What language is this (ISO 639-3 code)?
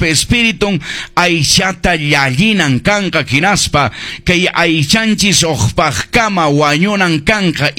que